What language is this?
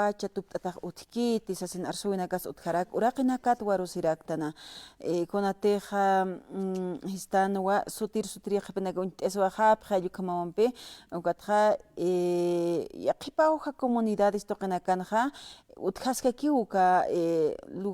Aymara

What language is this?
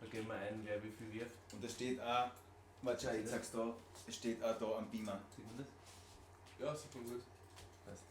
Bavarian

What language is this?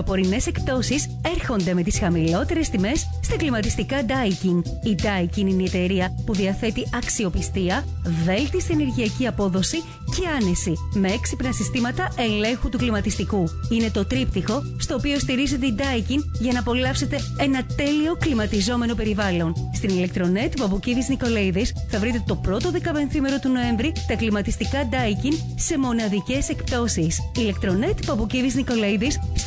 Greek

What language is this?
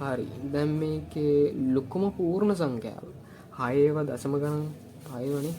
Sinhala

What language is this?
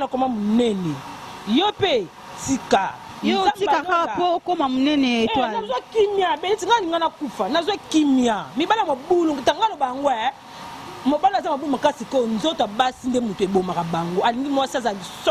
Lingala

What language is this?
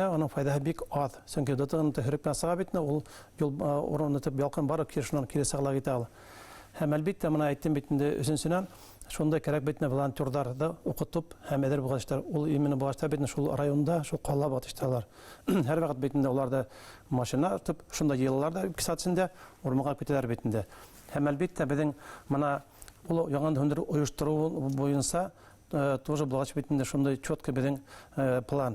Bashkir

